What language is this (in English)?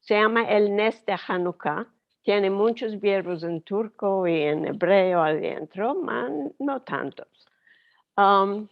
Ladino